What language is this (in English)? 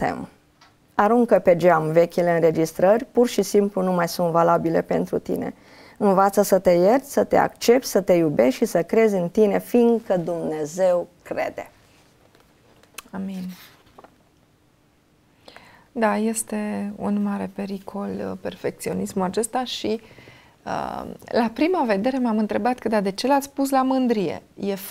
Romanian